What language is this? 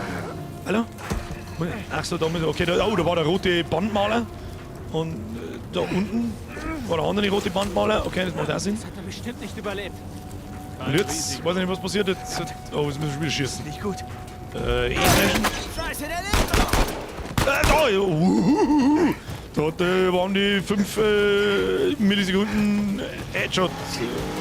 Bavarian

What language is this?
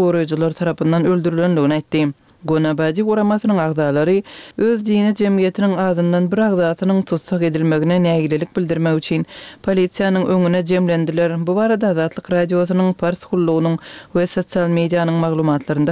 Turkmen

